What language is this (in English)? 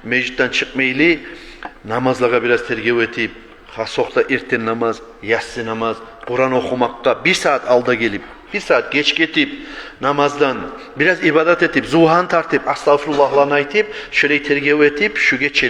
Kumyk